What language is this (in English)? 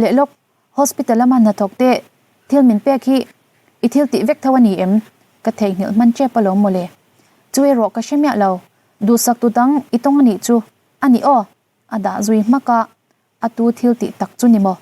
Mizo